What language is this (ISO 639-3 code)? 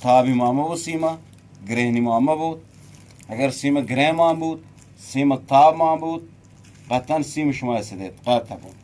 bgp